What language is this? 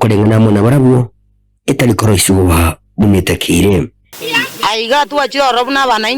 Gusii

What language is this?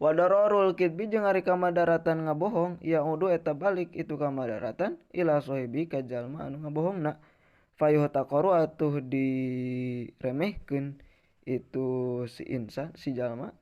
Sundanese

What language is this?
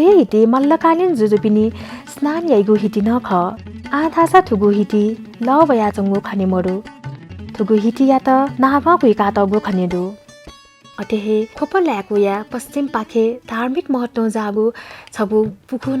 Newari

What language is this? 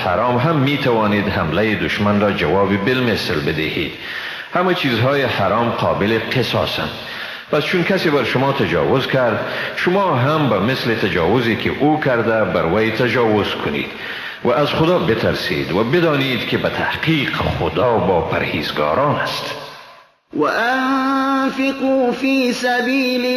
Persian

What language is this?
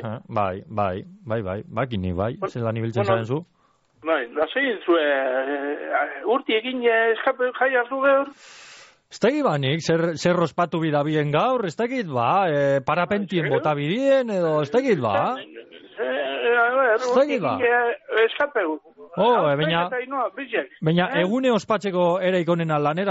Basque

